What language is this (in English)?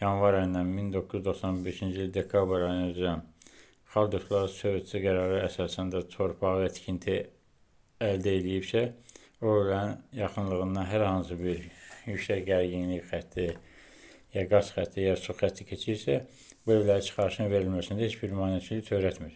Azerbaijani